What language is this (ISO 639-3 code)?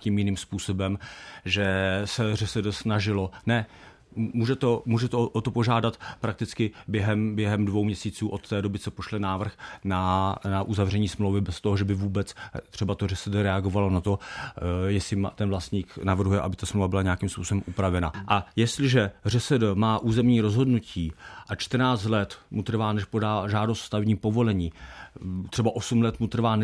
ces